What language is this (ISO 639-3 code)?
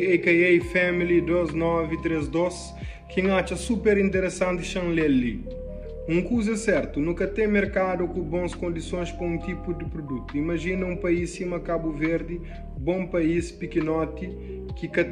kea